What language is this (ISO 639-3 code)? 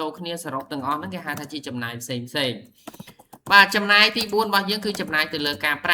khm